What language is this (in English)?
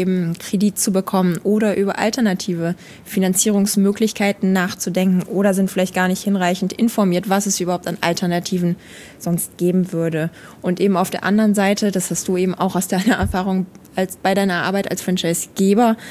German